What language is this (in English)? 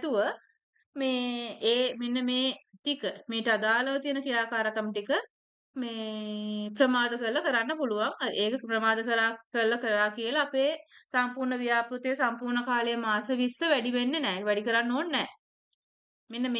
Sinhala